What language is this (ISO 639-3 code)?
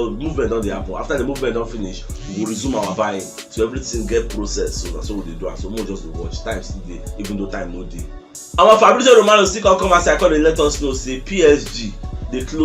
pcm